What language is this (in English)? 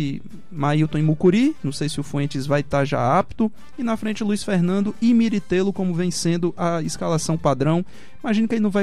Portuguese